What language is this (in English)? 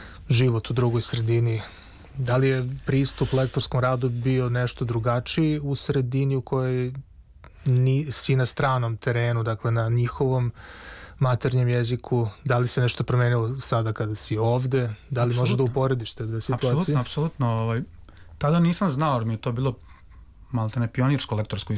Serbian